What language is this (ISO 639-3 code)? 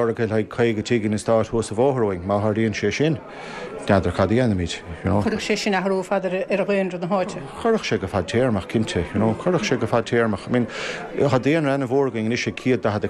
gle